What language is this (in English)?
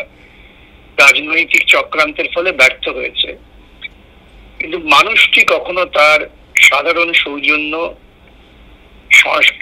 Bangla